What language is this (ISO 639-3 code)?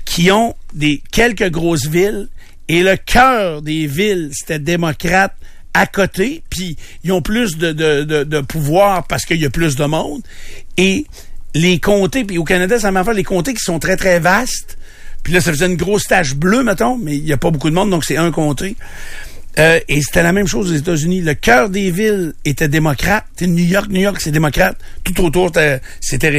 fra